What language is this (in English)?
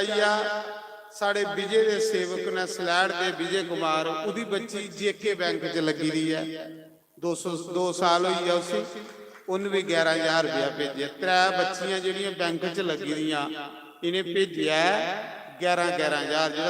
Dogri